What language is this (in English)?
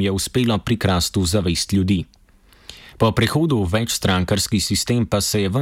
Slovenian